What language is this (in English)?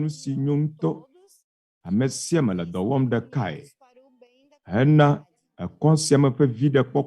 Ewe